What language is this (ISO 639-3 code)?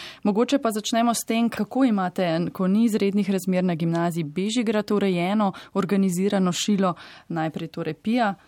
slv